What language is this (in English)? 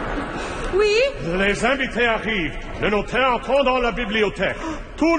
French